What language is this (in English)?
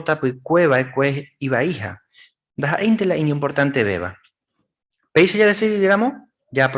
Guarani